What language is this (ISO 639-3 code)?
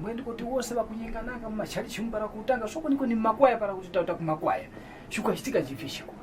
tum